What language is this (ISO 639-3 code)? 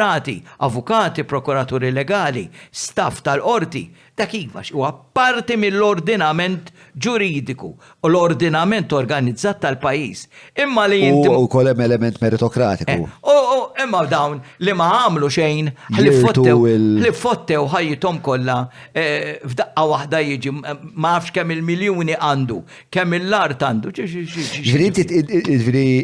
mlt